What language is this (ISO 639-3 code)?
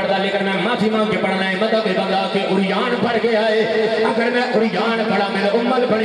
urd